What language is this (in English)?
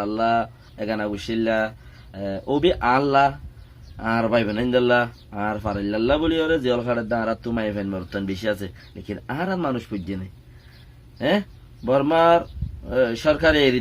Rohingya